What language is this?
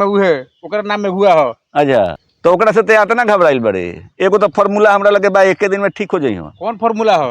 Bhojpuri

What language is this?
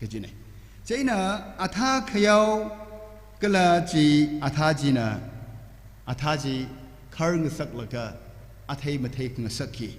Tangkhul Naga (India)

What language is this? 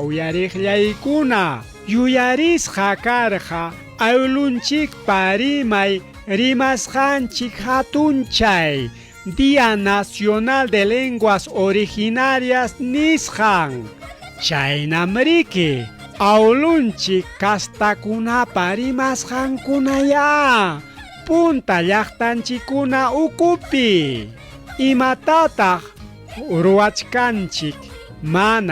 Ayacucho Quechua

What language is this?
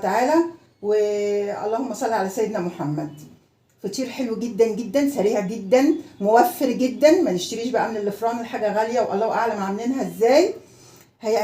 Egyptian Arabic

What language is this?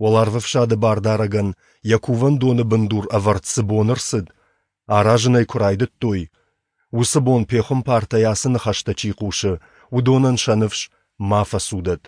Ossetic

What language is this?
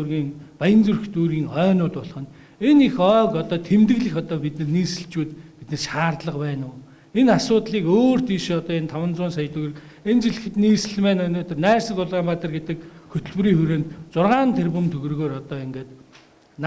Mongolian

